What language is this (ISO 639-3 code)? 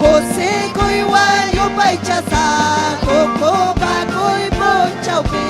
quy